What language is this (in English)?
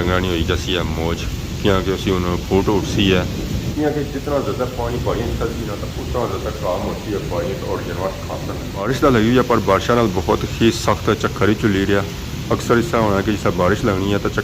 Pahari-Potwari